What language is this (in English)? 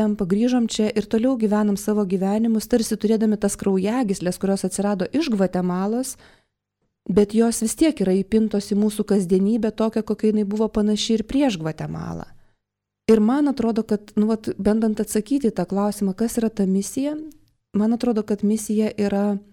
Lithuanian